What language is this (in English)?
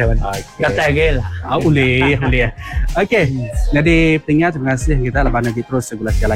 Malay